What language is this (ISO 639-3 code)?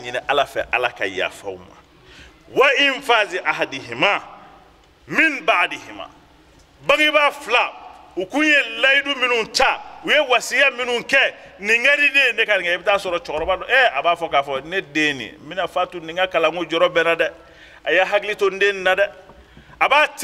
bam